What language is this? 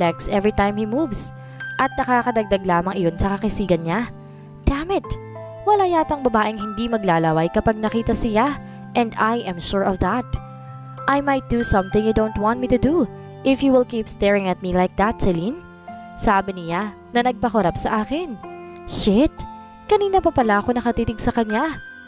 Filipino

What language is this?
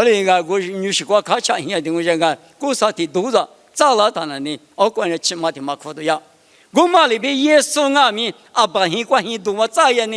Lisu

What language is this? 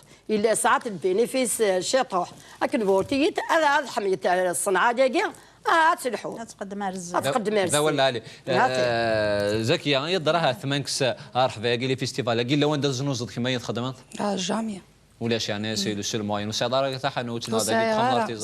Kabyle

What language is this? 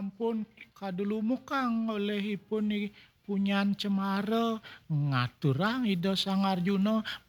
Balinese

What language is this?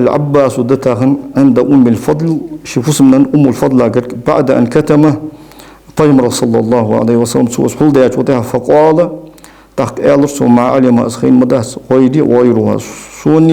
Ingush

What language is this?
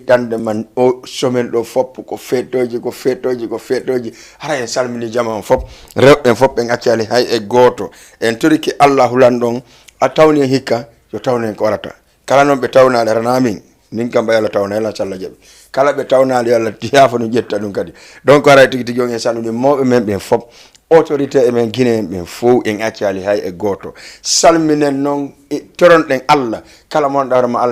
Fula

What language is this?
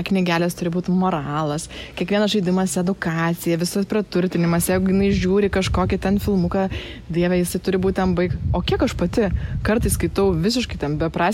Lithuanian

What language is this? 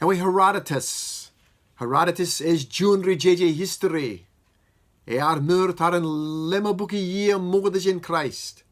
Marshallese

